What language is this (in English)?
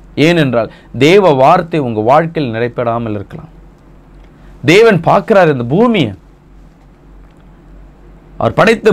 Tamil